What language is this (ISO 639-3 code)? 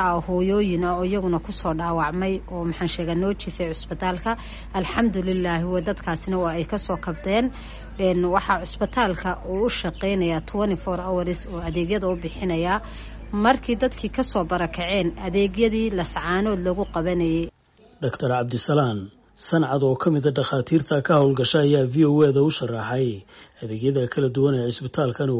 som